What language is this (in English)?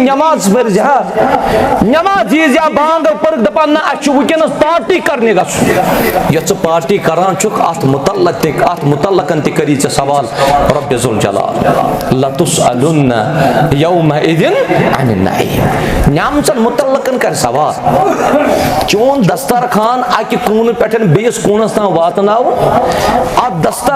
Kashmiri